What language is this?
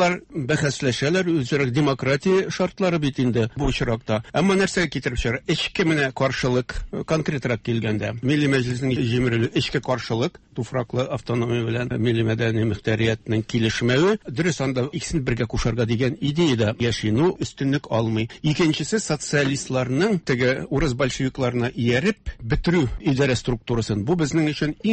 Tatar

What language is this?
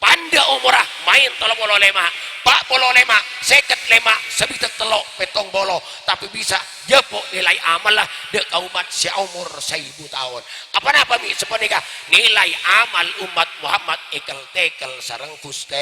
Madurese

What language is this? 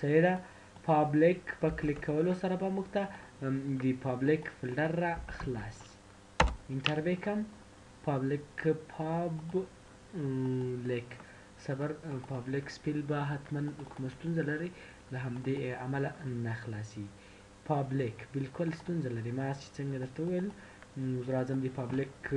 Pashto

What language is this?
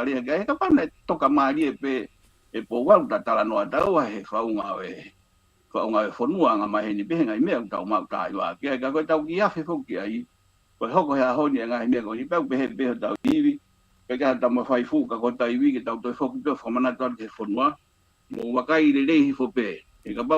Tongan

